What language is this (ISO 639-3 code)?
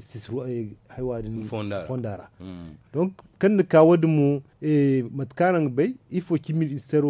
dje